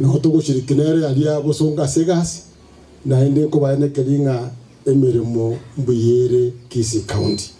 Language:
Gusii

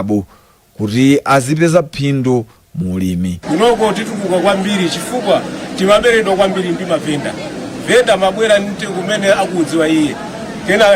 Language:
Nyanja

